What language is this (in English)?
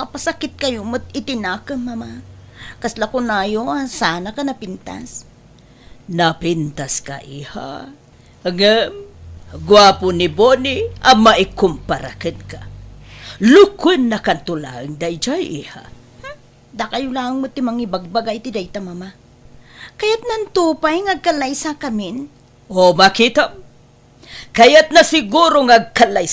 Iloko